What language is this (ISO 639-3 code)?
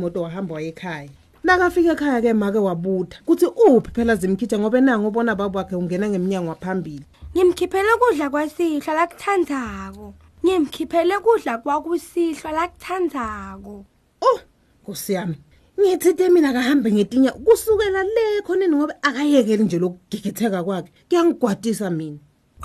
ssw